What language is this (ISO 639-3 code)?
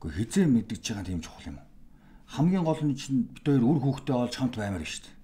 mon